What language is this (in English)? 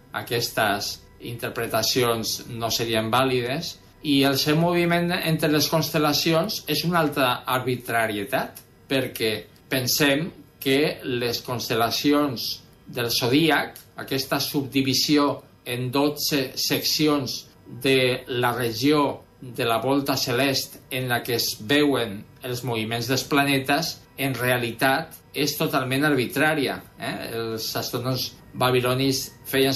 Catalan